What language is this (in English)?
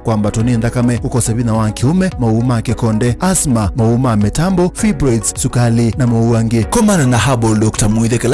Kamba